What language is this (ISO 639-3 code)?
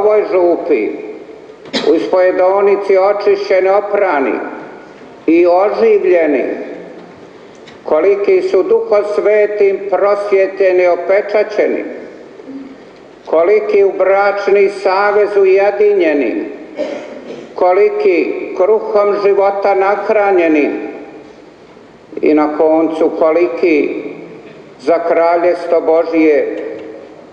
hrv